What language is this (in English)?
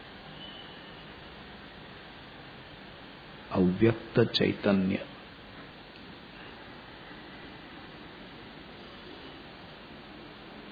Marathi